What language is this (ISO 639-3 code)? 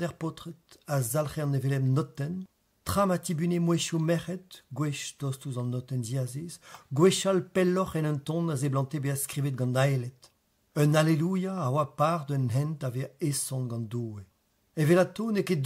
bre